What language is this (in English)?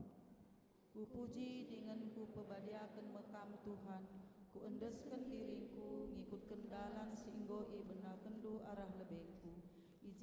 Batak Karo